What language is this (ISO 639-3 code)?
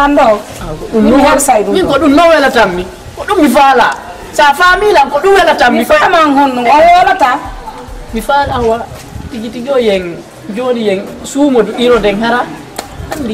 ful